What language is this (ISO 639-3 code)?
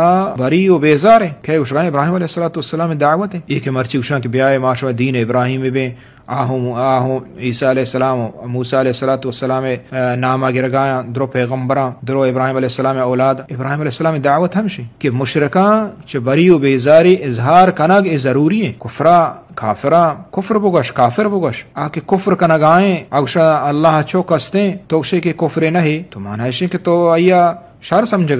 bgp